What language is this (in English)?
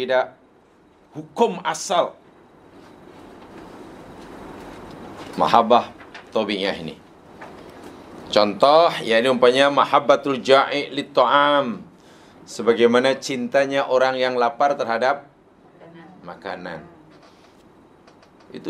Malay